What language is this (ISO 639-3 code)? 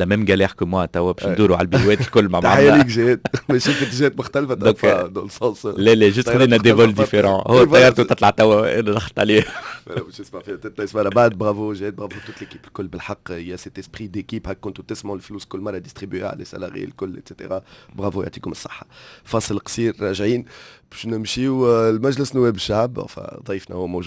aeb